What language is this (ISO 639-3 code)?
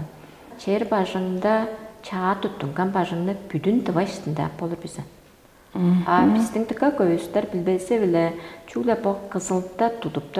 tyv